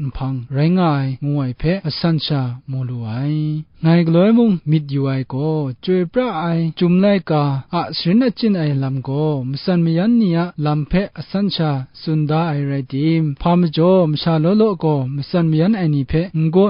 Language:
Kachin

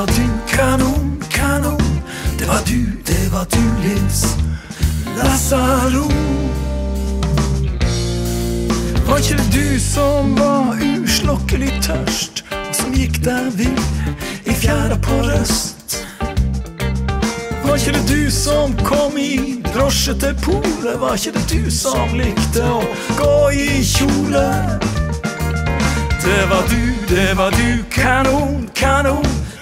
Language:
Norwegian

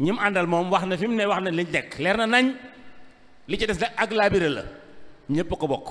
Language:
Wolof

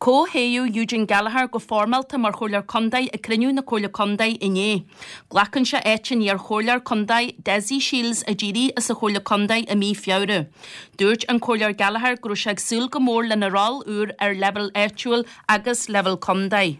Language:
Irish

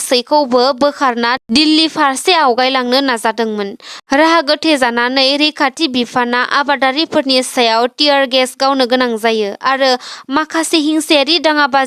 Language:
Bodo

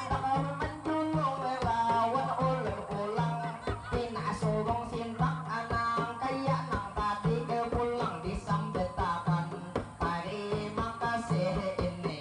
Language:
Banjar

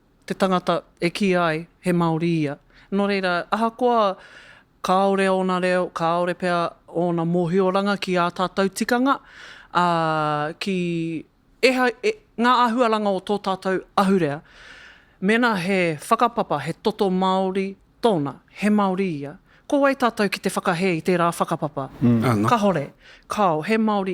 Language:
Māori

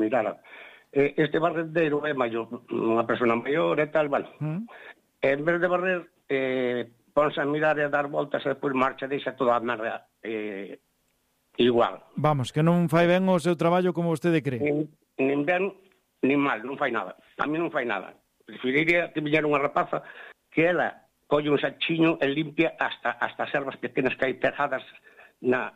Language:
Galician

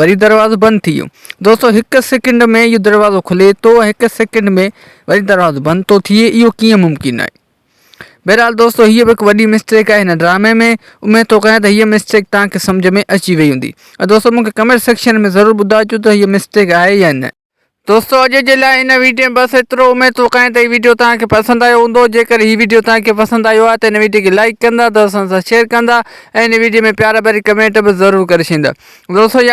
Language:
Sindhi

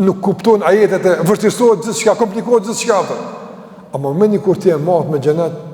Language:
Albanian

